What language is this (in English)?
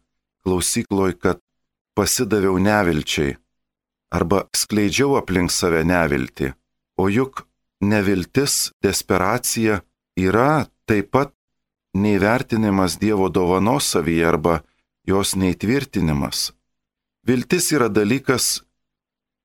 Lithuanian